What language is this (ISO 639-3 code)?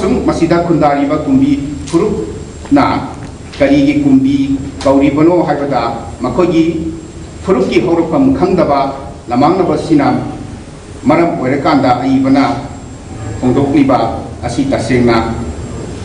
mni